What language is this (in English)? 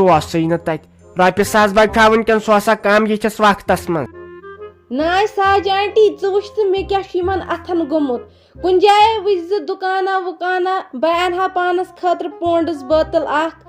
Kashmiri